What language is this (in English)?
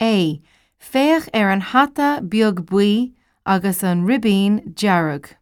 Irish